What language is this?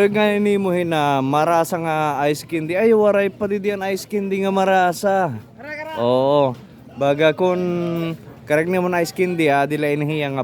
Waray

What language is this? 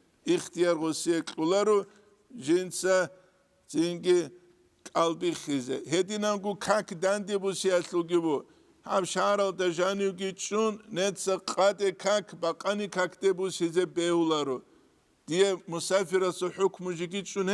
Avaric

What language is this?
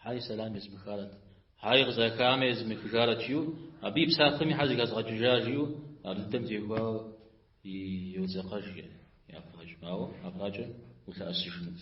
Kabardian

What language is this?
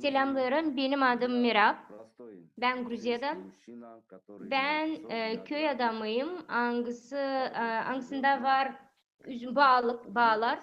Gagauz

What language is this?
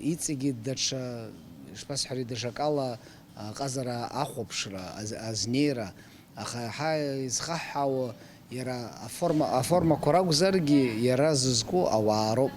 Abkhazian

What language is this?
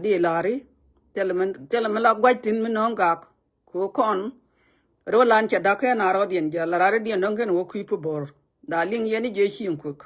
Nuer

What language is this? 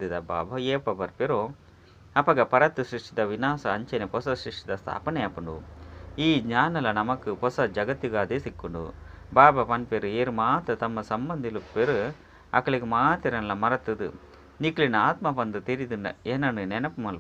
Tulu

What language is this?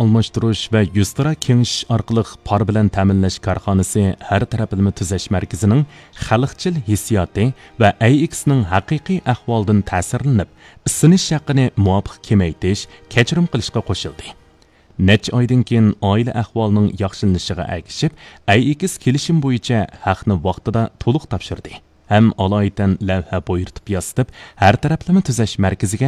Uyghur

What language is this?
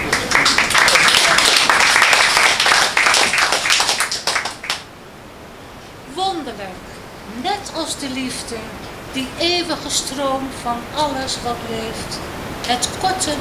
Dutch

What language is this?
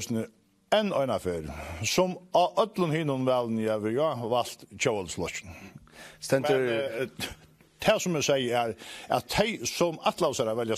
Faroese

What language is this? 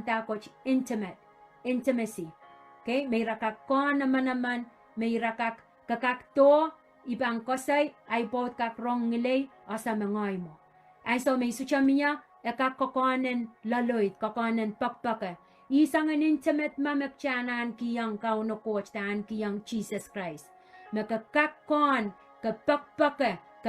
Pohnpeian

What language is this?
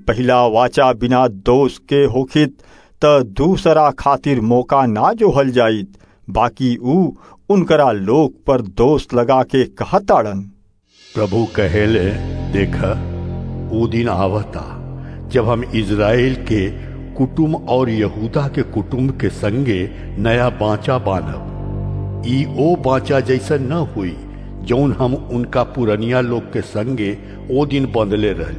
Bhojpuri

